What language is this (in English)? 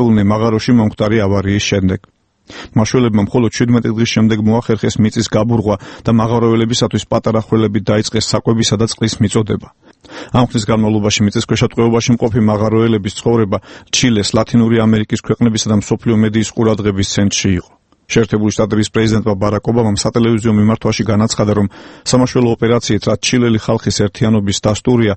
Georgian